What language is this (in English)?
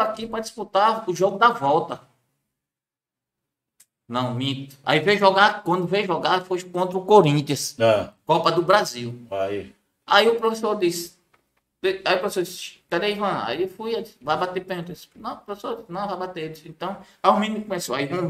Portuguese